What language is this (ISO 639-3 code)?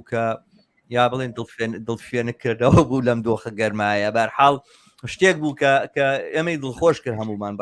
ckb